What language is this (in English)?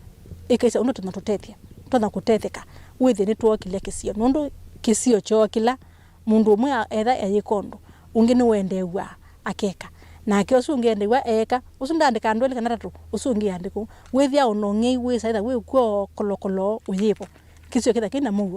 Kamba